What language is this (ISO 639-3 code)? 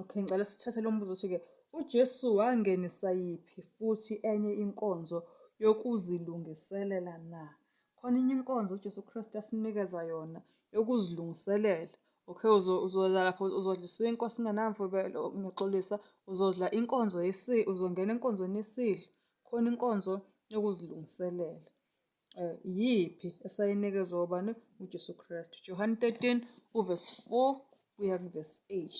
zul